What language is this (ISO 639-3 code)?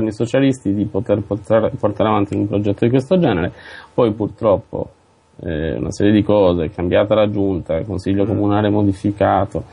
ita